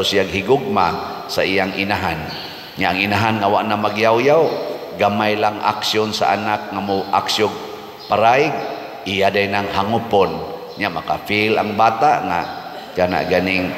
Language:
Cebuano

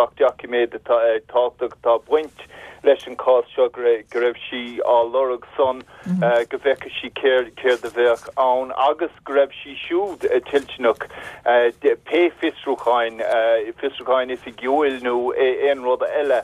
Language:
Irish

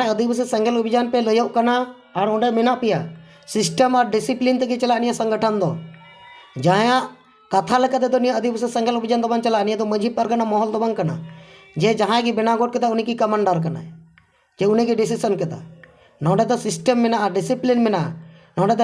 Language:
Santali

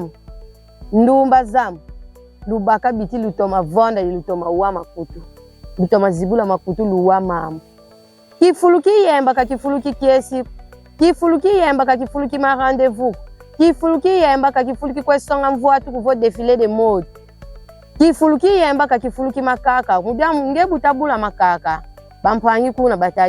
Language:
Kongo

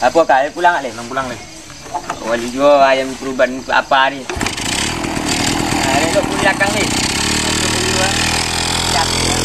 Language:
Minangkabau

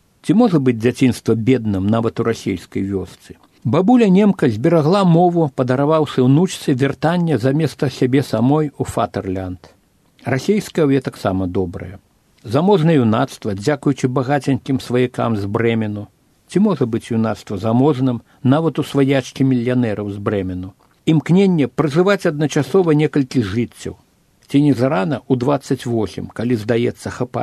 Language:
Belarusian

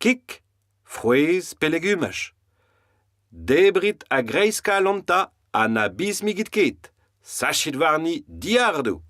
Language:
Breton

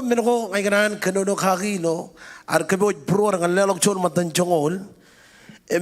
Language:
Marshallese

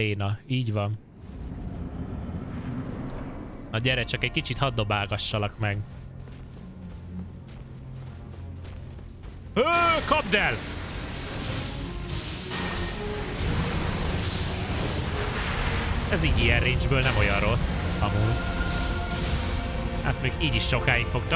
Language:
Hungarian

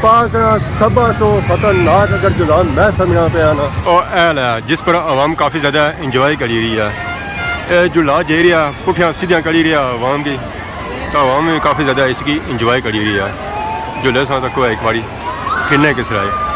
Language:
Pahari-Potwari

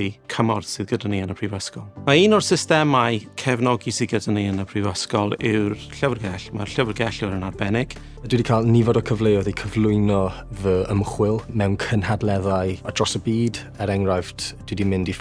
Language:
Welsh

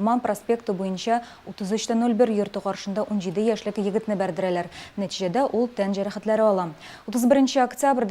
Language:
Tatar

